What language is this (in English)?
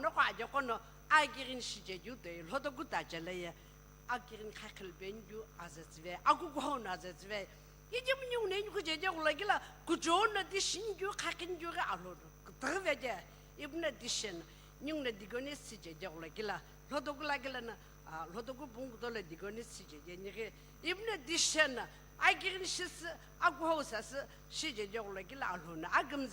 Sumi Naga